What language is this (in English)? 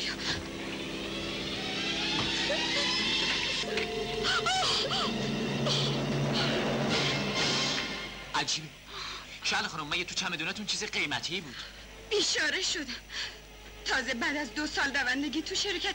Persian